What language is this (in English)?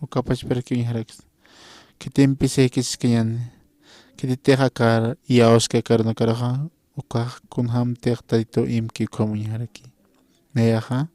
Aymara